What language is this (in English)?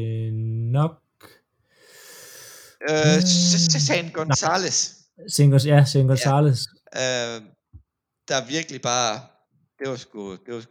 Danish